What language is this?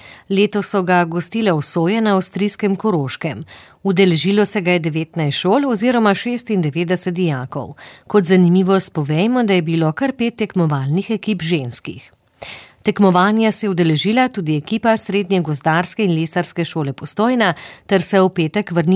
Slovenian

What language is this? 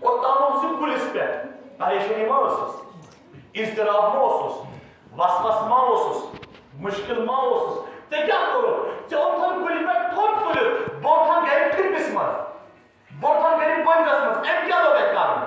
Kashmiri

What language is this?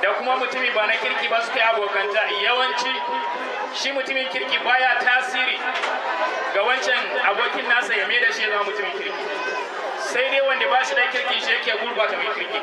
Hausa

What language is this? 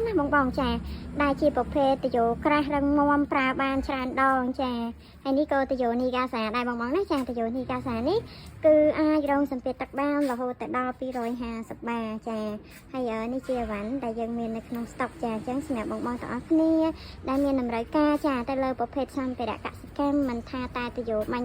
Khmer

